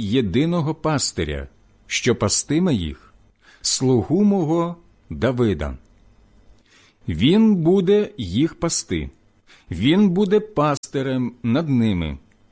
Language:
Ukrainian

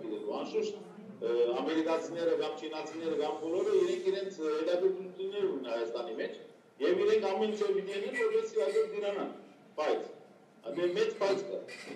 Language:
Western Armenian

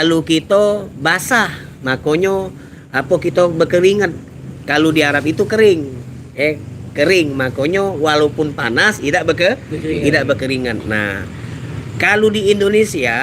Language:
Musi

